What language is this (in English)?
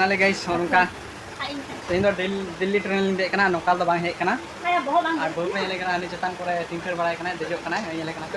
Santali